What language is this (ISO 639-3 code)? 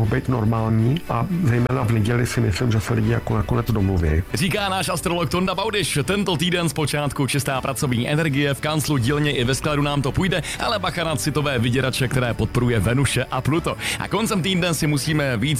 ces